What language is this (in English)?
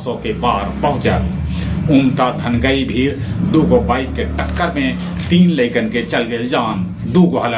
Magahi